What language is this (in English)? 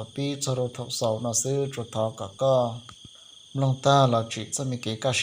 Hmong